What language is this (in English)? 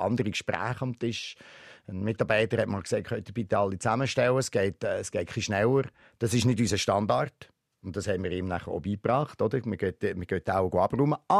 Swiss German